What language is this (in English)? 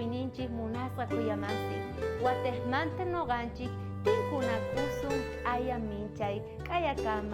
South Bolivian Quechua